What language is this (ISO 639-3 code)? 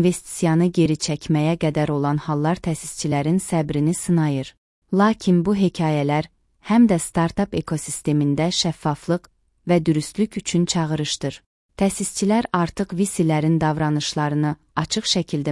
aze